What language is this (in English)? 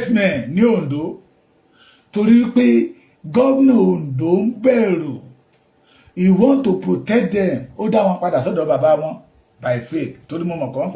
Yoruba